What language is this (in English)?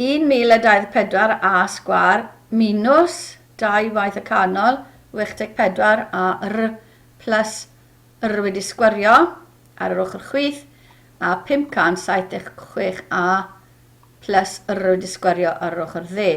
Welsh